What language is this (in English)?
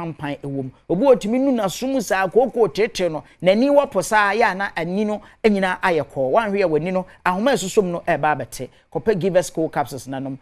Akan